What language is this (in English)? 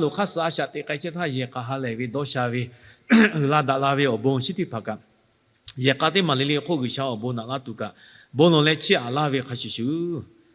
Lahu